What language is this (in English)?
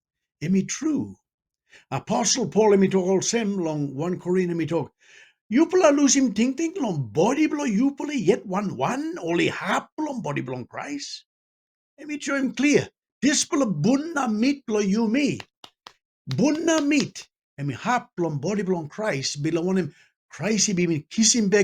Tok Pisin